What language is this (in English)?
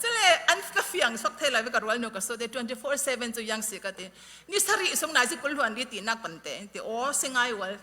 Falam Chin